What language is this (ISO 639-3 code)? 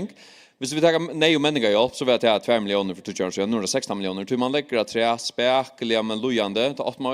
fao